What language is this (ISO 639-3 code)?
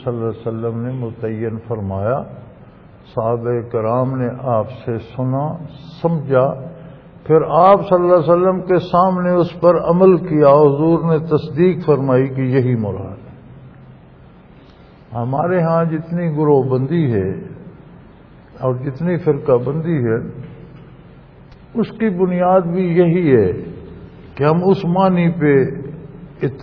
urd